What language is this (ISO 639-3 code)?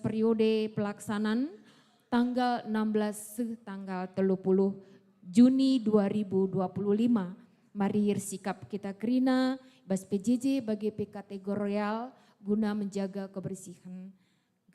btx